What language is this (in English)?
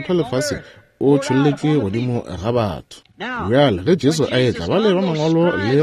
Northern Sotho